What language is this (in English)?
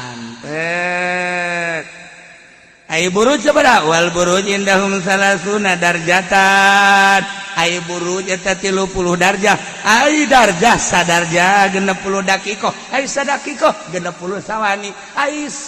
Sundanese